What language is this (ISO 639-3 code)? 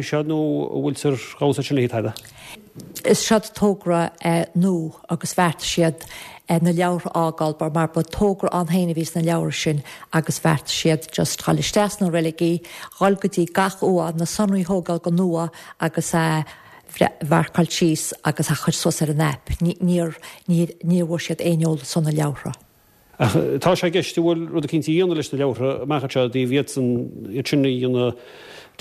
gle